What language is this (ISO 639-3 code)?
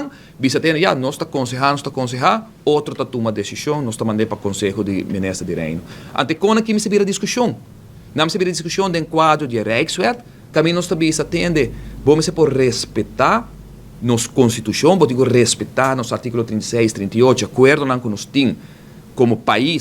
pap